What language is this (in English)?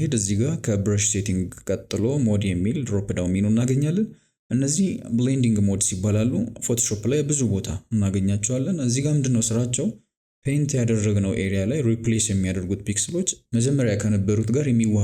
Amharic